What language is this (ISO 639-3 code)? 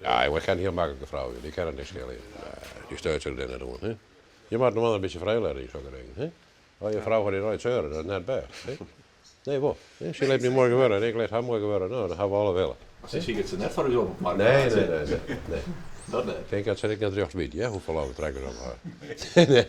fry